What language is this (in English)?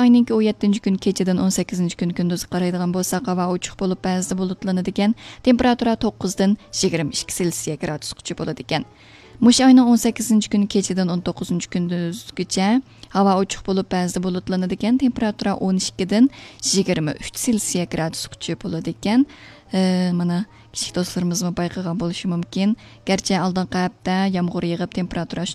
Uyghur